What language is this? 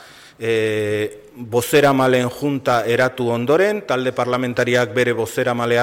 Basque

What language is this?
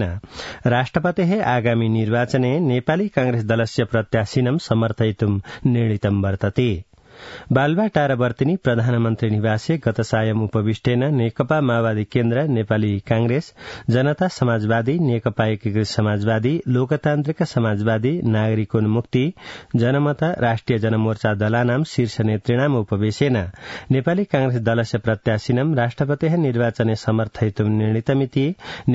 Sanskrit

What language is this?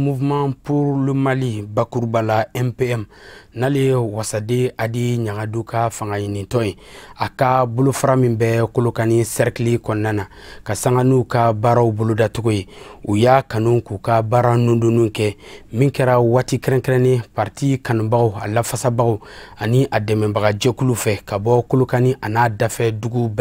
Bambara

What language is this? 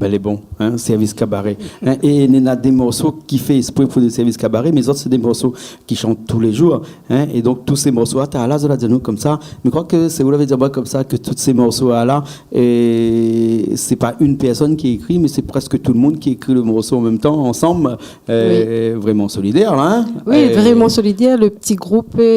Réunion Creole French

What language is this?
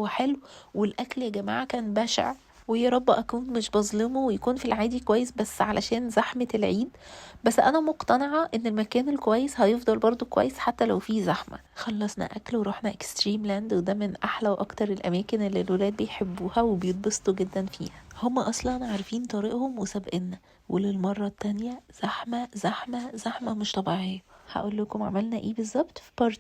Egyptian Arabic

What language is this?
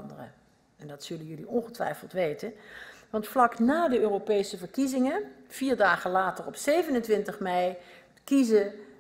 Dutch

